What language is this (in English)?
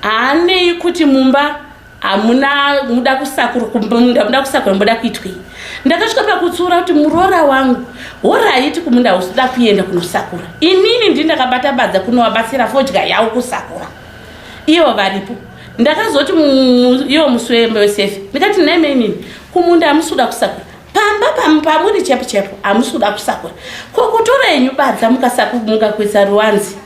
Shona